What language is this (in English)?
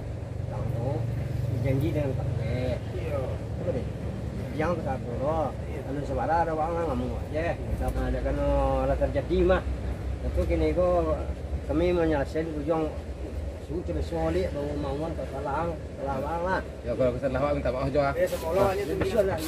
Minangkabau